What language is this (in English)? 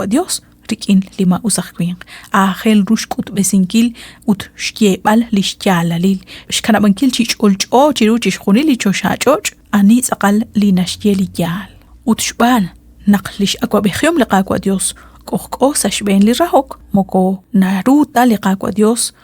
Kekchí